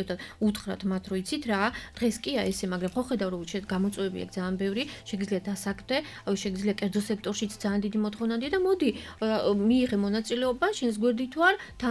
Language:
Georgian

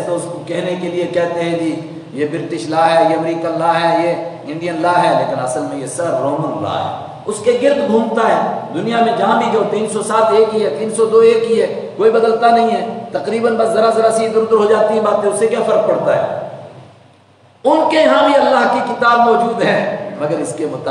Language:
Urdu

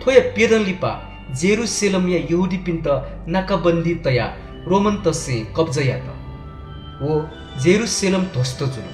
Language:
Newari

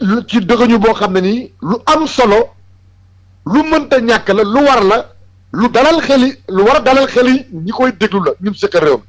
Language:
Wolof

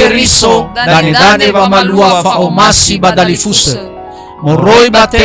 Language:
Nias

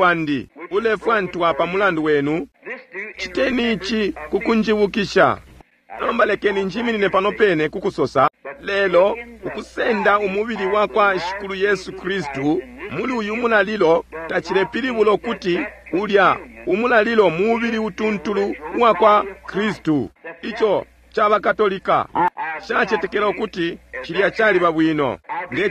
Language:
Bemba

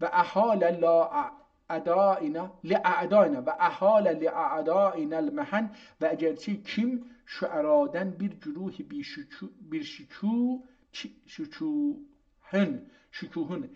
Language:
South Azerbaijani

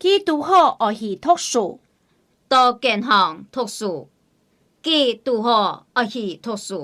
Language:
Hakka Chinese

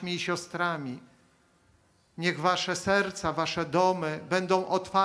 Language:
Polish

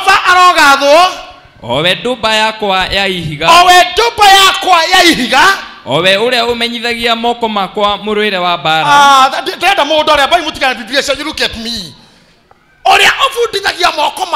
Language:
Kikuyu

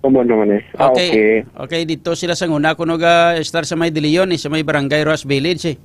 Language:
Hiligaynon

